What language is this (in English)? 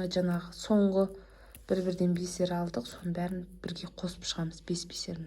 Kazakh